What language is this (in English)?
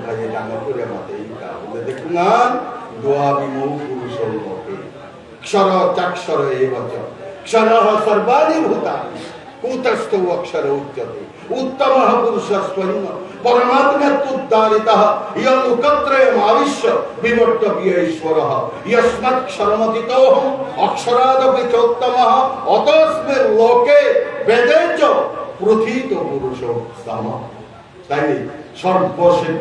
Bishnupriya